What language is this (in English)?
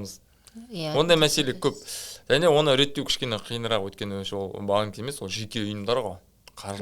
Kazakh